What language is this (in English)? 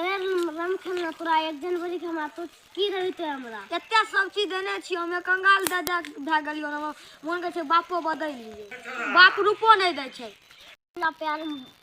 Maithili